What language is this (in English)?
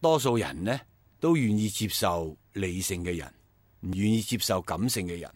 Cantonese